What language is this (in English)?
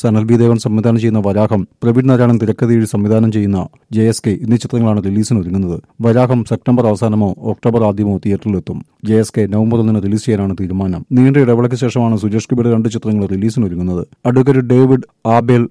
Malayalam